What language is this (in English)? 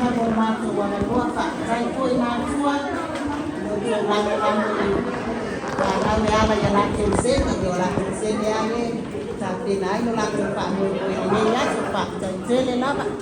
Samoan